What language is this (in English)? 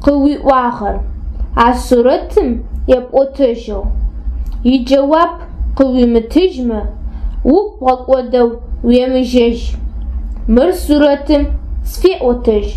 Adyghe